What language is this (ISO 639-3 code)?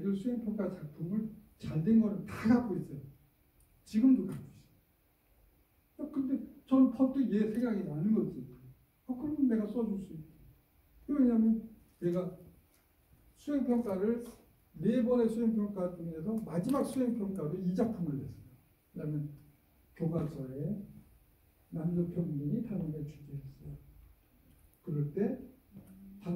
kor